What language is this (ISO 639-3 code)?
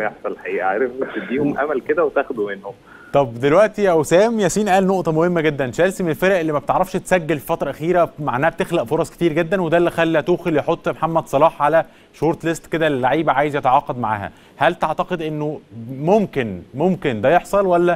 arz